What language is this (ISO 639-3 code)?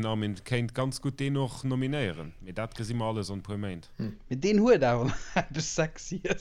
ltz